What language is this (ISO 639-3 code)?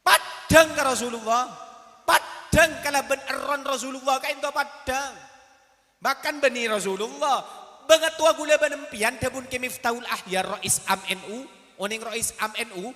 mad